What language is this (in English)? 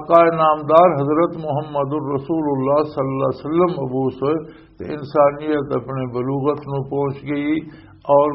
Western Panjabi